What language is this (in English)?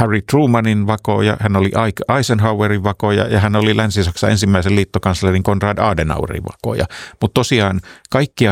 Finnish